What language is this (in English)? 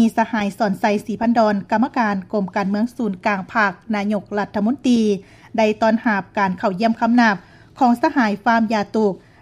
Lao